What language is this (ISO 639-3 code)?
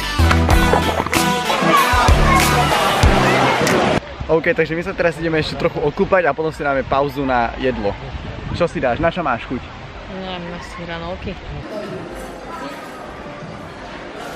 slk